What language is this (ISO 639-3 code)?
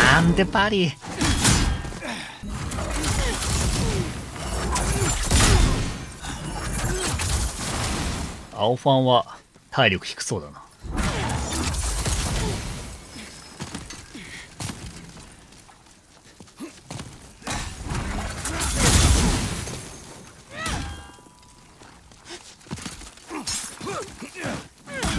jpn